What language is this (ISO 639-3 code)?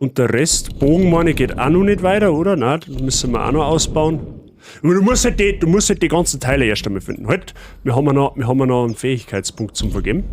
bar